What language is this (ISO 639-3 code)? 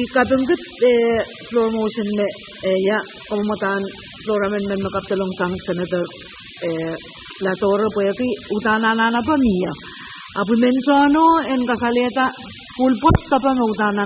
pon